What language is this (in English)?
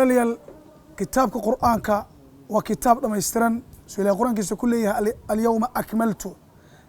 Somali